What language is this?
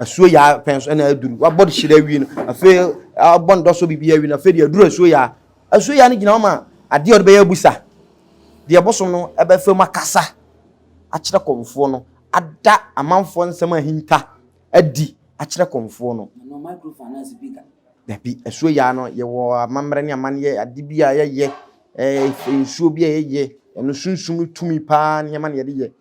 Akan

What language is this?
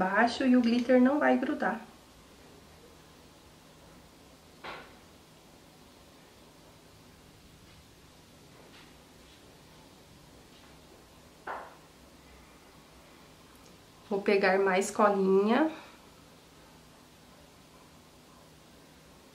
Portuguese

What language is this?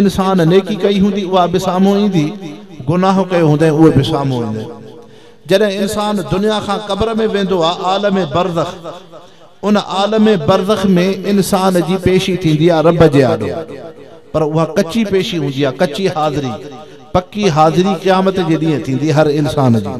Sindhi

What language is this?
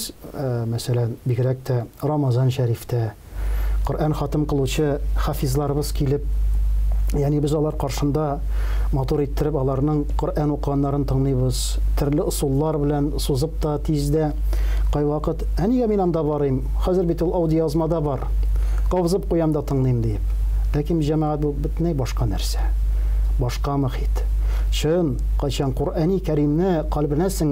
Tatar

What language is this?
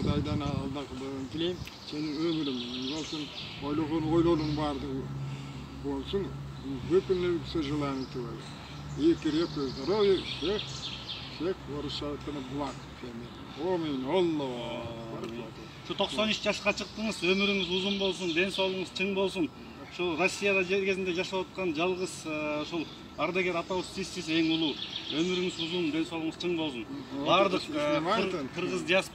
Kyrgyz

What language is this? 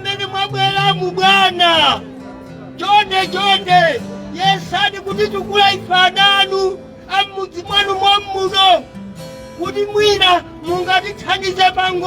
Nyanja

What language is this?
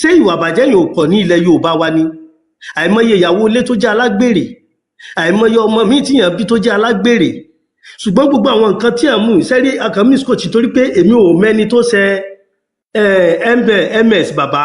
Yoruba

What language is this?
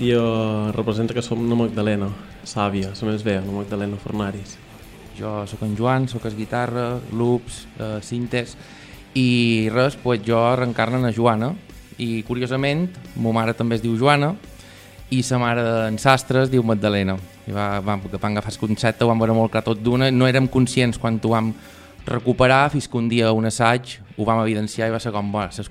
Catalan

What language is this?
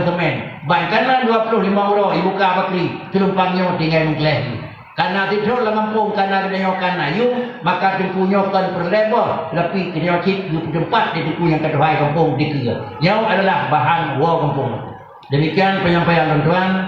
Achinese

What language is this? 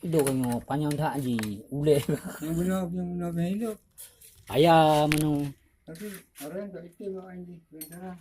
Achinese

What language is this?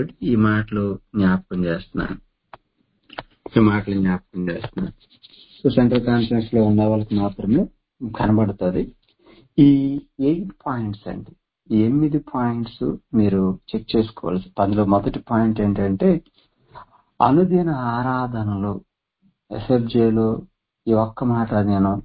Telugu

